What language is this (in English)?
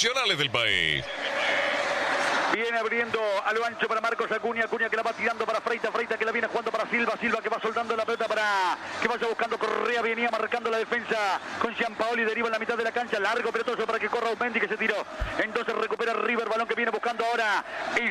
Spanish